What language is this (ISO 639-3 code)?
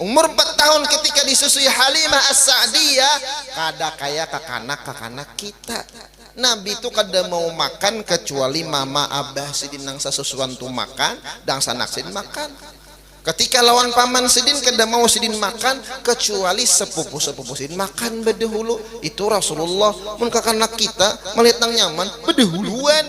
bjn